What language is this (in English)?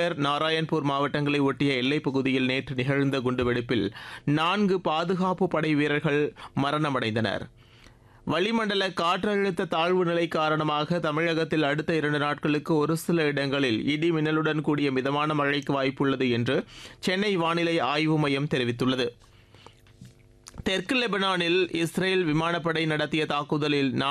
Tamil